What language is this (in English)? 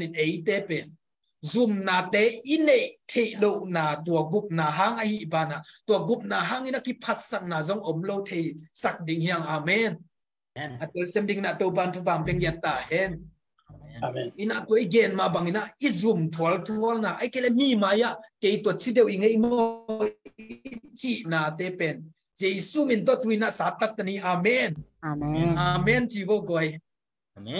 Tedim Chin